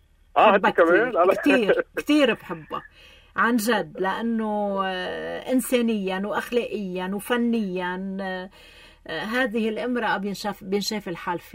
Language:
North Levantine Arabic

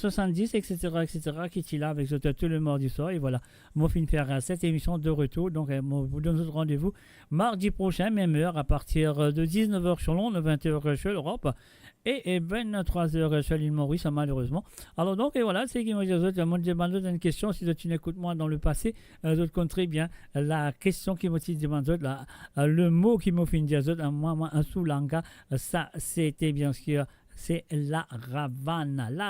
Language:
Morisyen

